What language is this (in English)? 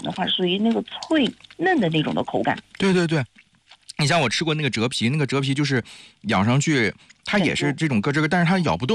Chinese